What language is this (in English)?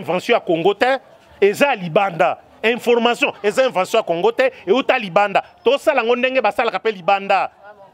Lingala